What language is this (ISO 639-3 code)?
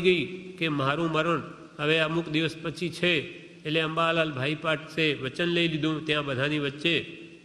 guj